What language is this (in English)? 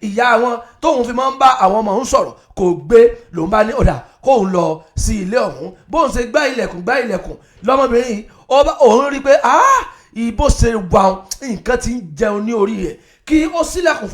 Yoruba